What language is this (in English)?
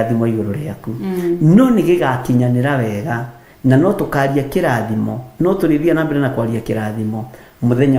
Kikuyu